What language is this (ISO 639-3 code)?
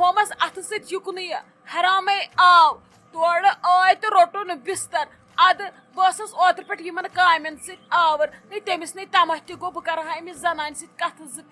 kas